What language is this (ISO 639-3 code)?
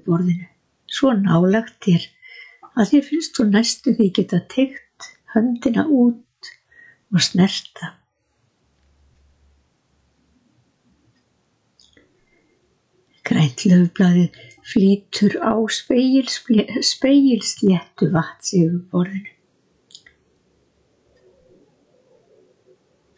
isl